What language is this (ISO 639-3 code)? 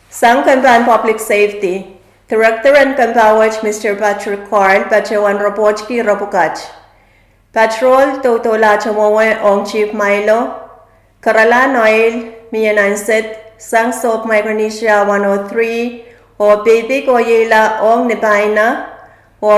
pon